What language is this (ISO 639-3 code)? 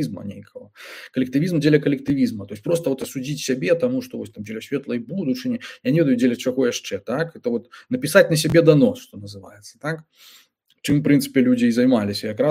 bel